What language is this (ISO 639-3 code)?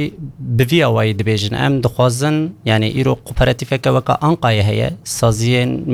kur